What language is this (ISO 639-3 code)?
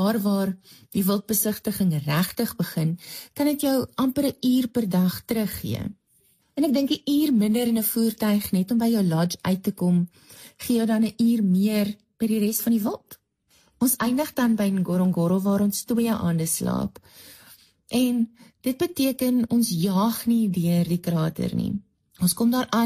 afr